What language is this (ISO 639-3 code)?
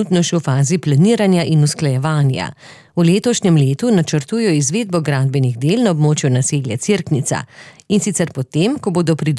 slv